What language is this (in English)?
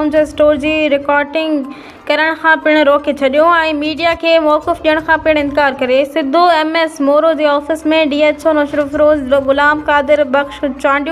Sindhi